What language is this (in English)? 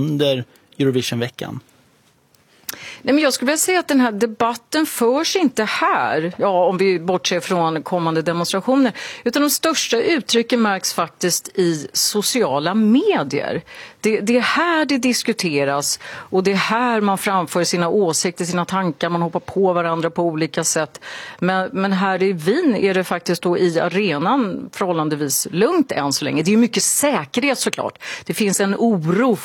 Swedish